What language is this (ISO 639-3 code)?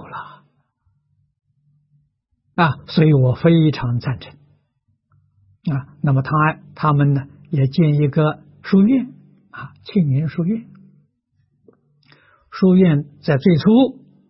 zho